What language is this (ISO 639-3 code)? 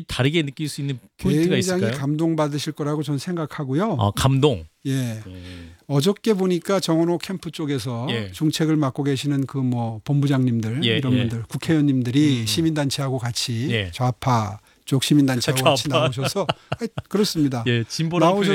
kor